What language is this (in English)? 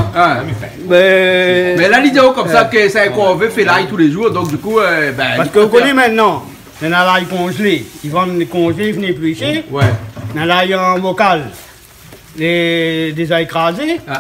Réunion Creole French